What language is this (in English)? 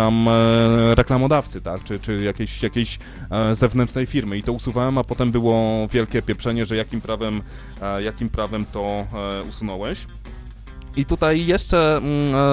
Polish